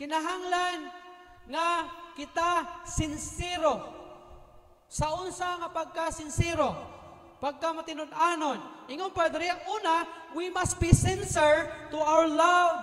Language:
Cebuano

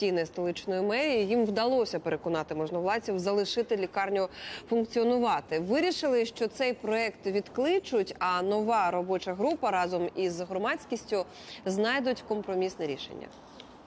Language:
Ukrainian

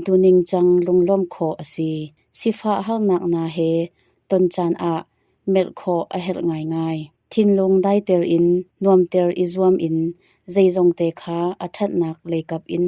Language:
Hakha Chin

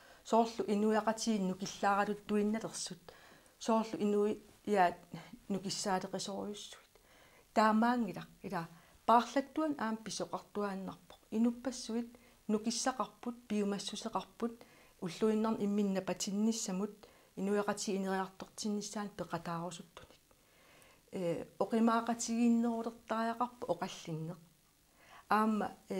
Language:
Kalaallisut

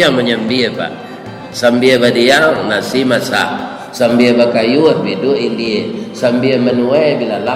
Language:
Minangkabau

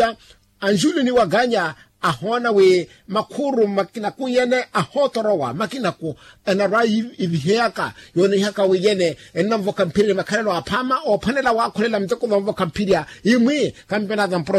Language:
Makhuwa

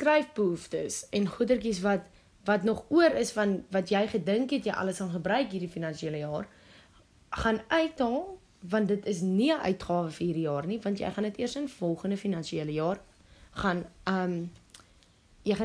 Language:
Afrikaans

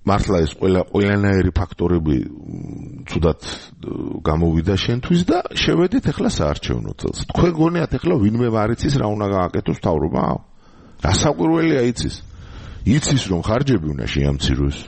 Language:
Georgian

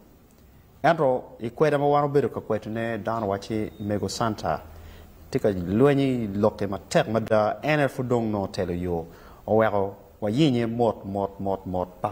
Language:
Acoli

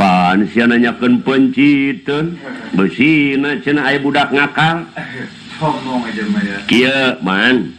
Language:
Sundanese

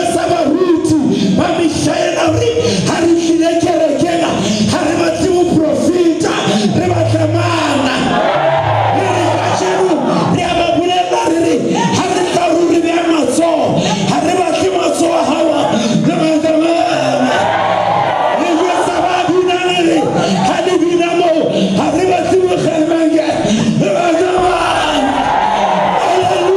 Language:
Southern Sotho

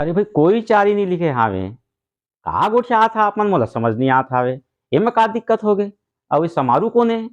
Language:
Chhattisgarhi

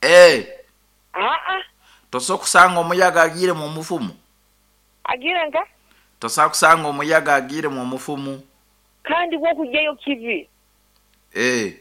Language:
Nyoro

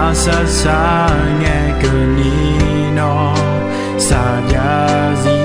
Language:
Akha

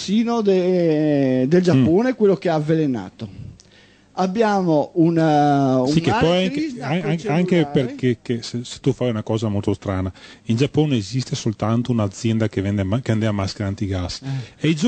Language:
Italian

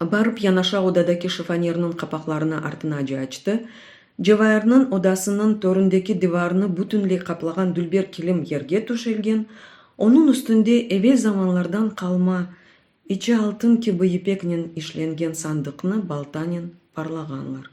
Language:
Crimean Tatar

